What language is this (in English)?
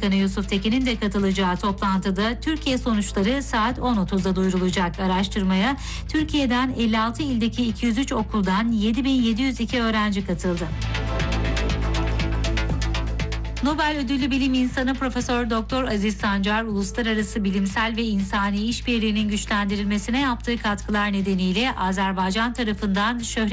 Turkish